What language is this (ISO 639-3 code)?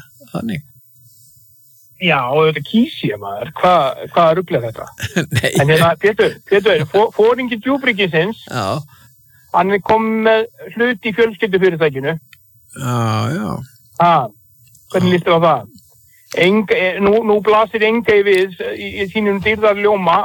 isl